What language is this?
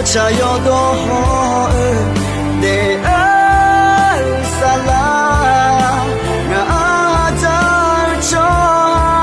Akha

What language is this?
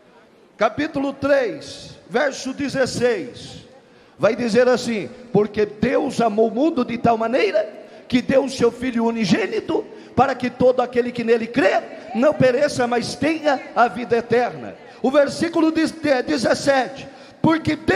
Portuguese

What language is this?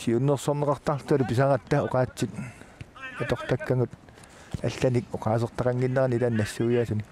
Kalaallisut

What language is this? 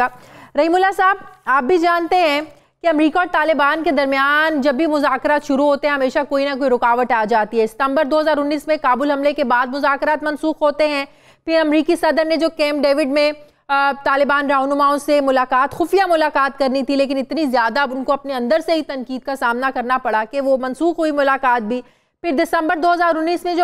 Urdu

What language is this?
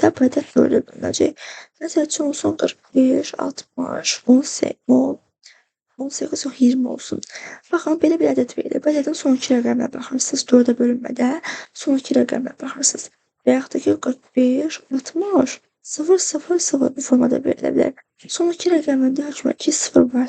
Azerbaijani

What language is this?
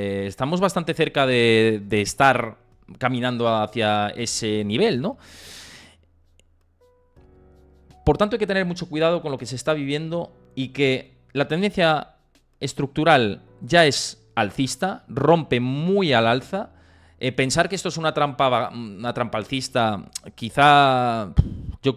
Spanish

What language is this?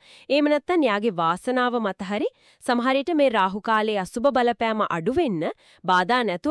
Sinhala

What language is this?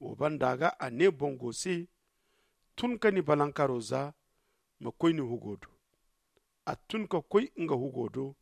Zarma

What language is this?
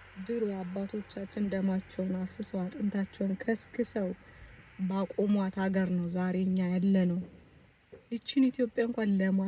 Amharic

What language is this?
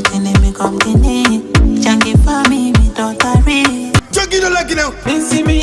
Fula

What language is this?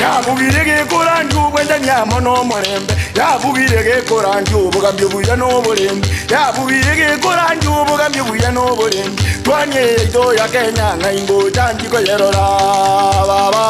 Gusii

